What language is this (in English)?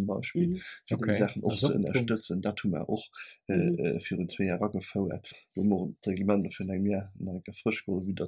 Luxembourgish